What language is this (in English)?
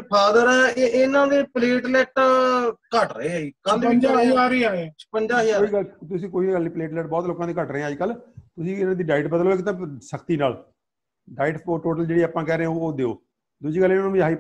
Punjabi